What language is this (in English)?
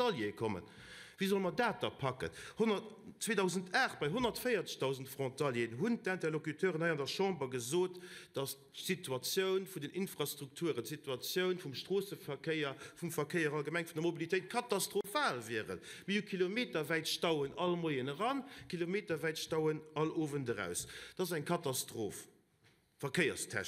Luxembourgish